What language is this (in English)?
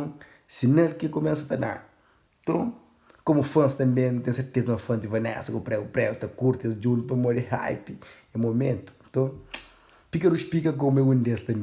Kabuverdianu